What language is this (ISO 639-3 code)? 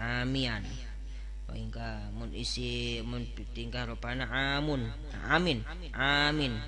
sun